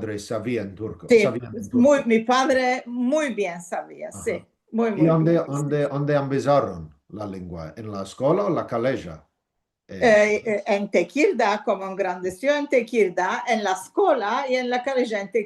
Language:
Ladino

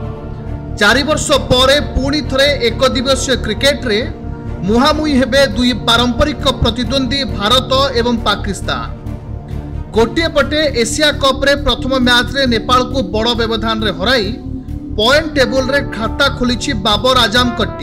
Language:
Odia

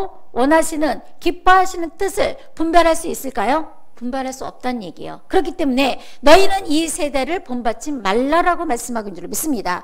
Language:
Korean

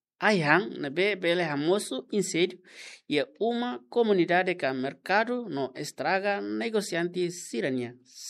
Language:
Tetum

